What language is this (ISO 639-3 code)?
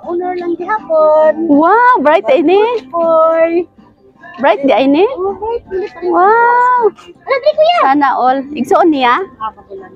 ceb